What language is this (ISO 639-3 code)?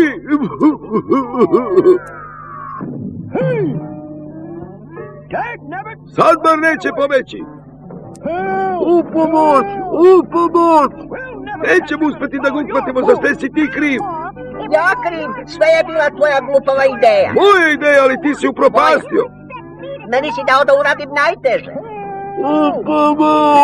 srp